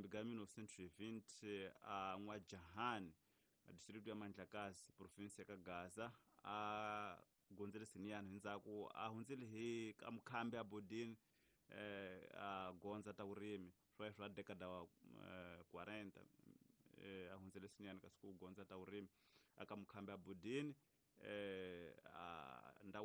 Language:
Tsonga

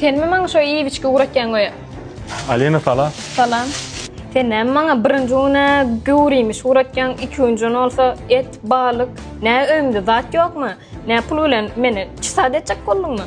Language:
Turkmen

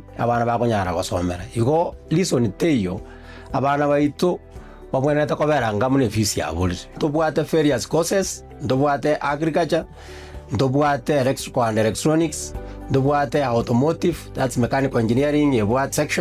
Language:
Gusii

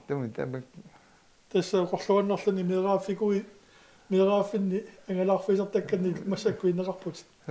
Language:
Kalaallisut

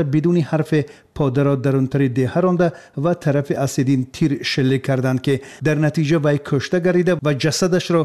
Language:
Persian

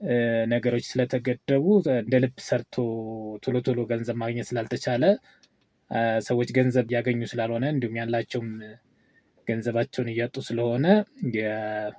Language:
Amharic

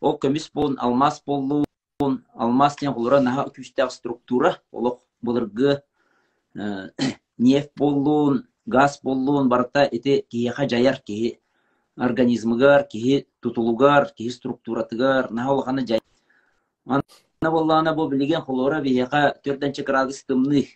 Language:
Yakut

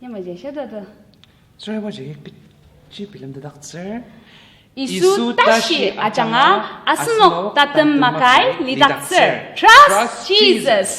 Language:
Ao Naga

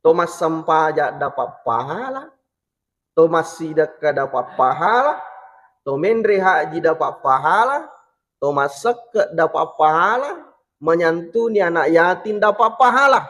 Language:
Buginese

